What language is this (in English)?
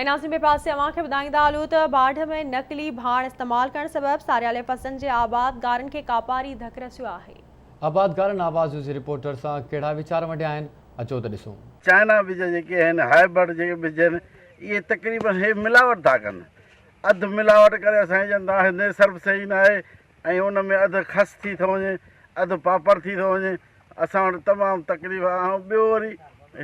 Sindhi